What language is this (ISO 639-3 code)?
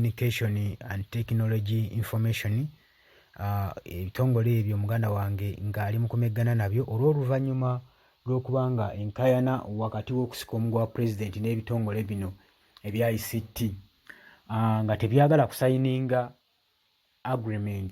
lug